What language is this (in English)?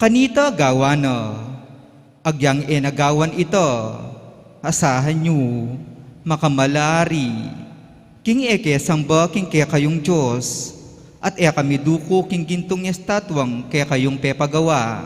Pampanga